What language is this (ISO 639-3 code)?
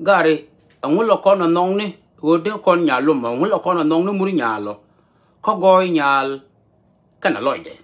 nus